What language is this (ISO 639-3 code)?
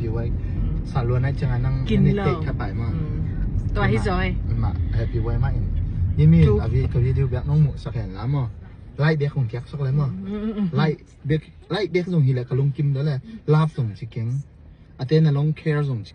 ctd